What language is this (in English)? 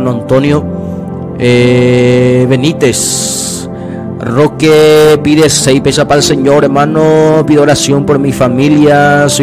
Guarani